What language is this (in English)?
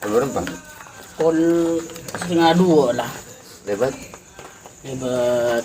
Madurese